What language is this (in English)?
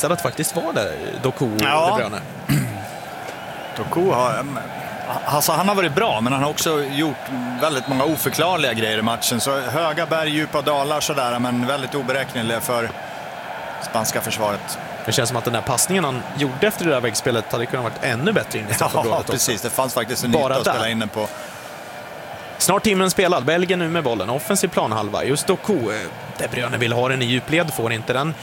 Swedish